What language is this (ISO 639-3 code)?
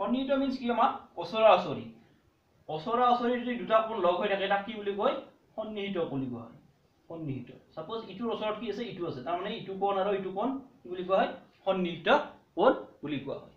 asm